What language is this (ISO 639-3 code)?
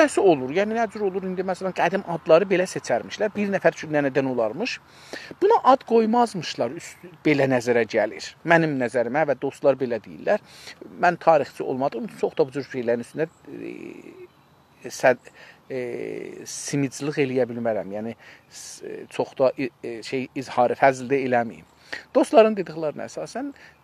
azb